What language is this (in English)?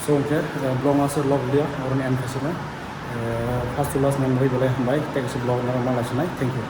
Kok Borok